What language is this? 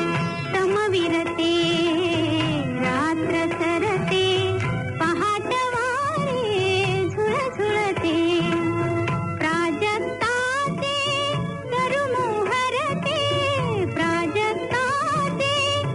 Marathi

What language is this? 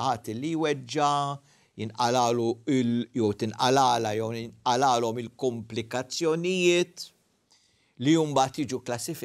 Maltese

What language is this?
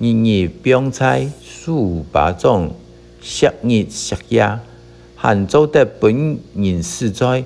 Hakka Chinese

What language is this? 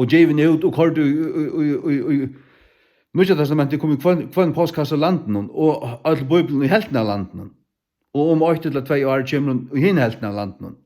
Faroese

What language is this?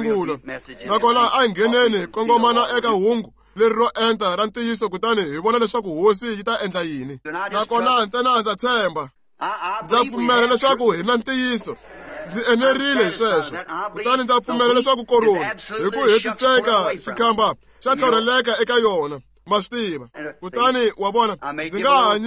Tsonga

